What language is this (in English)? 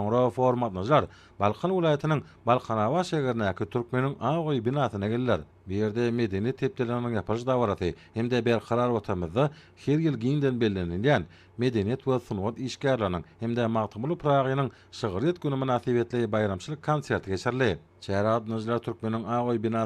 Turkmen